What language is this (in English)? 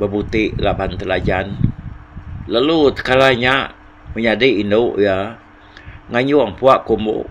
Iban